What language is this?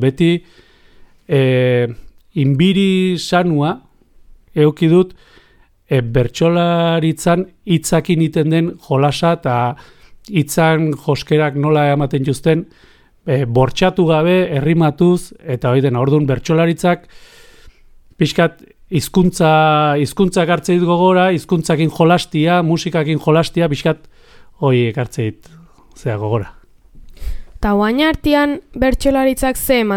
Basque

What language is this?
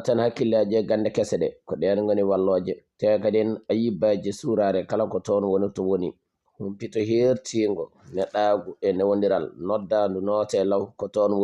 Fula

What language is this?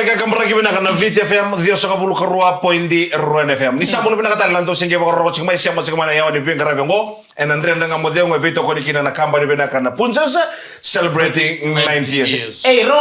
Fijian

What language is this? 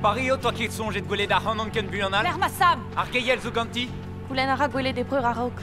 Breton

